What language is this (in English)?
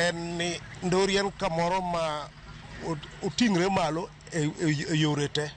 Luo (Kenya and Tanzania)